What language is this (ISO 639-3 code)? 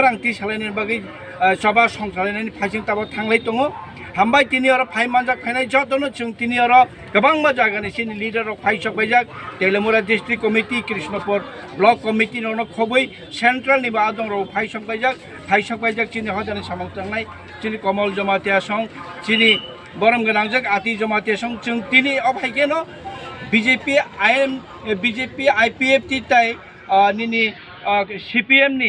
trp